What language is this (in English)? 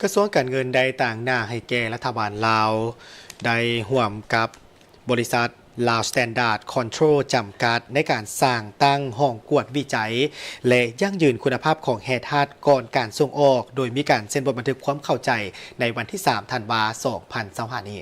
Lao